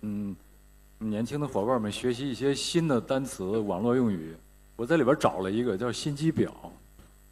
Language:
Chinese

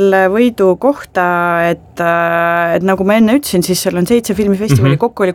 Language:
Estonian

